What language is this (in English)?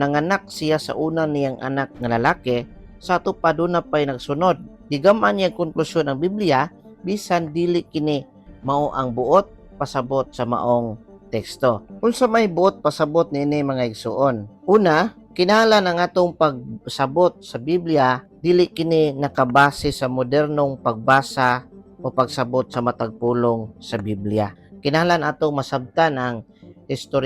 Cebuano